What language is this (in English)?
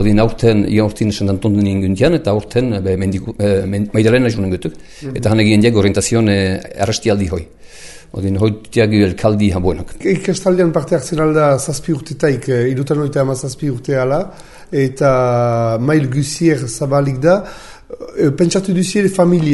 Basque